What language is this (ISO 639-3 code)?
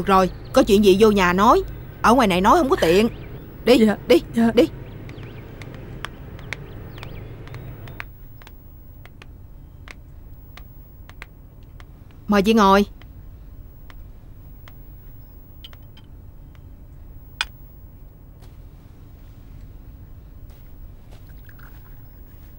vie